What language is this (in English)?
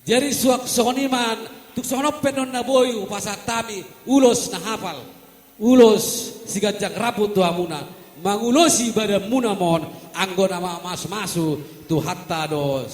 Batak Toba